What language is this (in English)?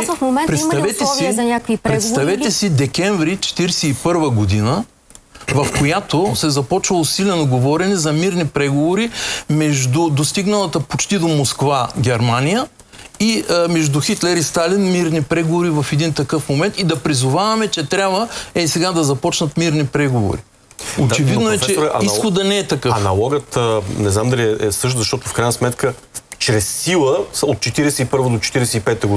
Bulgarian